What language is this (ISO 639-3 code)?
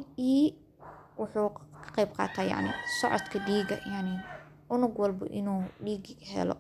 som